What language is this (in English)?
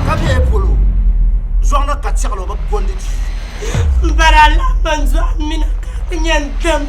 Dagbani